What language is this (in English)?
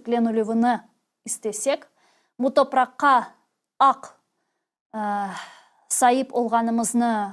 Crimean Tatar